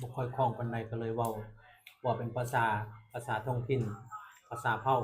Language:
Lao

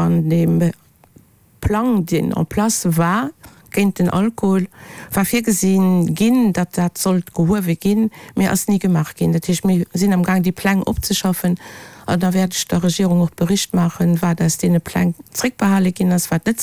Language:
Luxembourgish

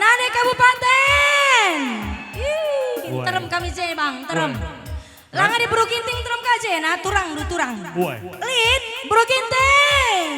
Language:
Batak Karo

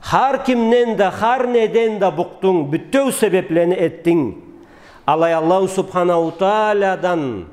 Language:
Karachay-Balkar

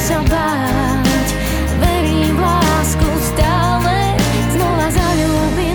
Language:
Slovak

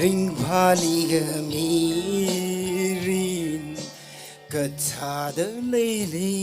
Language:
Tangkhul Naga (India)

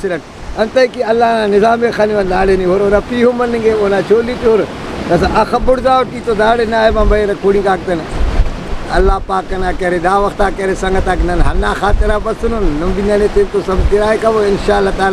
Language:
Brahui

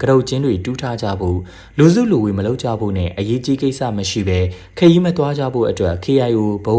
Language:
Burmese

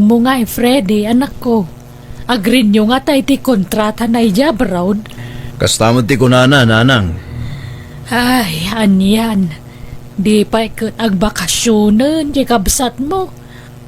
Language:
Iloko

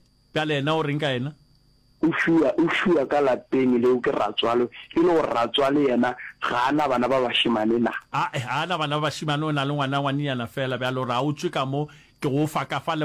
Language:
Northern Sotho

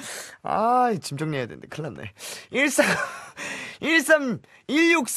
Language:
Korean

